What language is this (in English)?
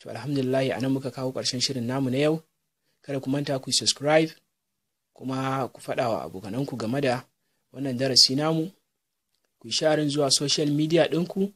Hausa